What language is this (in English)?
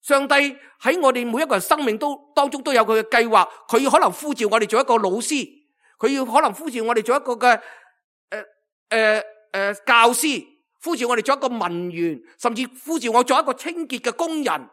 Cantonese